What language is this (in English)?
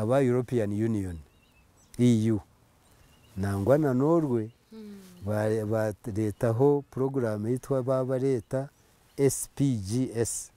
Nyankole